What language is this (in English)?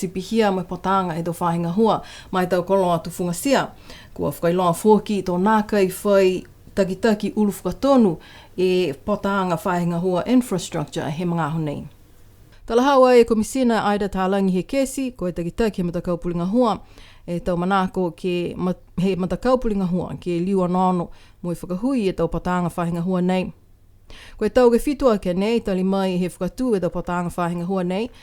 Niuean